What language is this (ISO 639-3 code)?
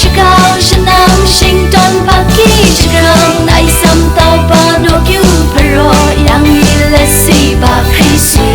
kac